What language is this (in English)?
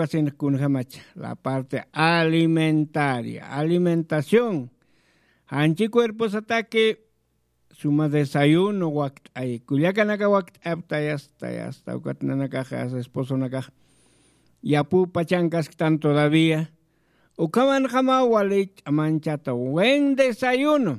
Aymara